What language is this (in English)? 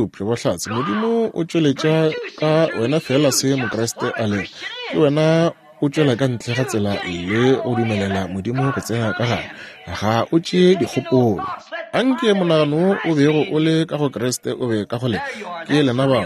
Northern Sotho